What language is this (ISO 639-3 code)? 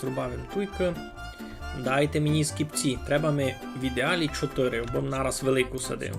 rue